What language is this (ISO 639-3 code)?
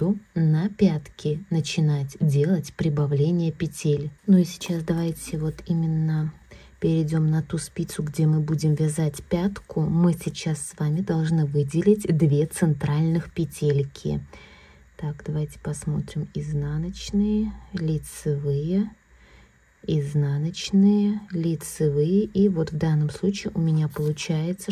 rus